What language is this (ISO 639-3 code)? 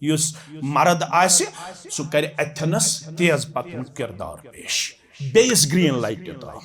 kas